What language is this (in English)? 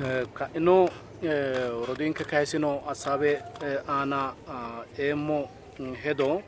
Sidamo